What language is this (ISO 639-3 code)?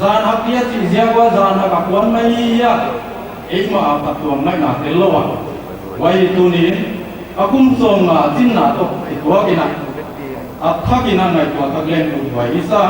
pck